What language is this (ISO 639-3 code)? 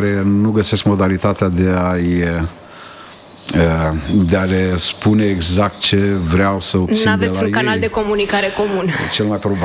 ron